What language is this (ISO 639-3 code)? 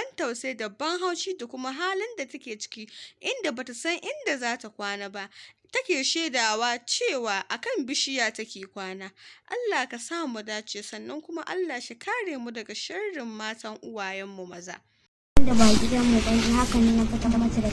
hau